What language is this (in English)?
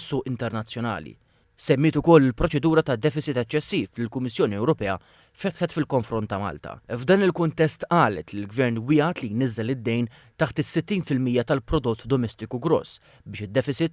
Maltese